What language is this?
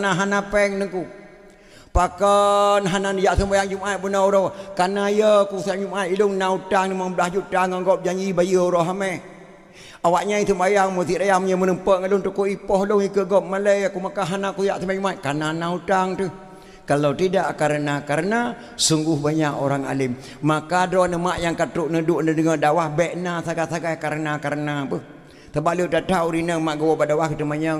Achinese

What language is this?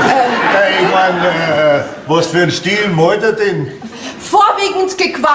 Bavarian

